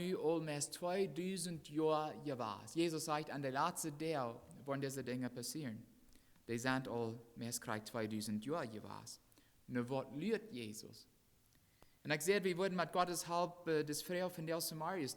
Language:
Plautdietsch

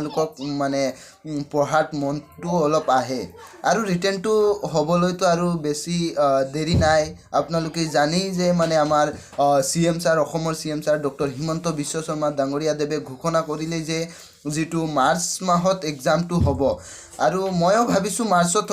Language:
Assamese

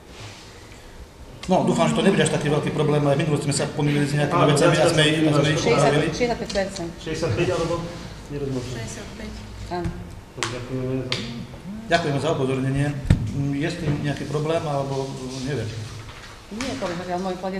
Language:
Slovak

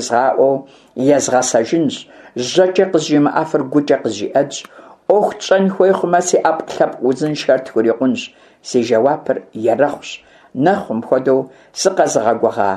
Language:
Kabardian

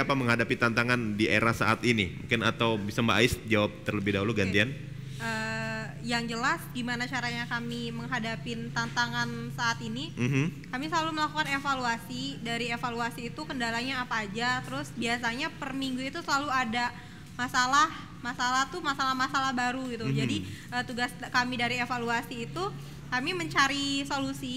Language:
Indonesian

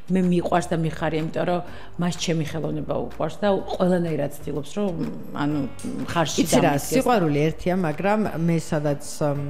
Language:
Georgian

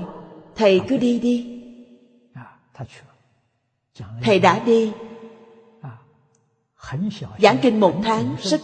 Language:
Vietnamese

